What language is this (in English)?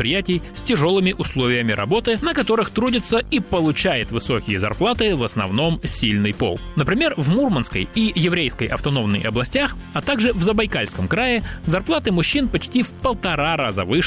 Russian